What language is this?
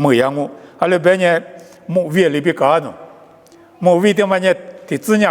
Lisu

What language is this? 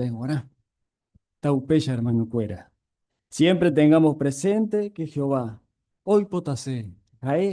Guarani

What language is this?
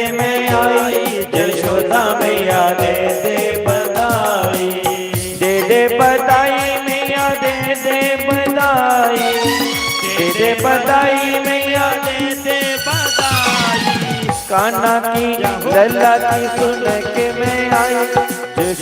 Dogri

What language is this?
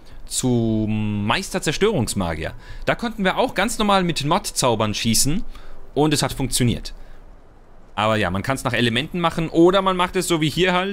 German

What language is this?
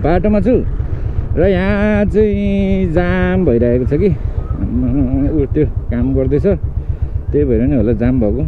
Nepali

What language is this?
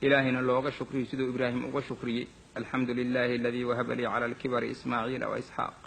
Somali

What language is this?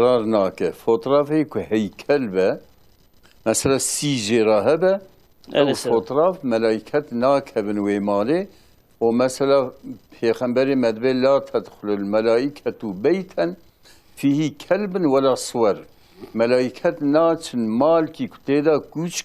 Kurdish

